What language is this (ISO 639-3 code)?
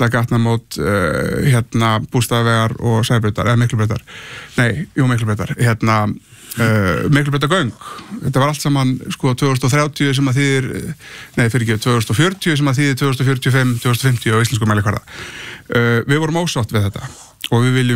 isl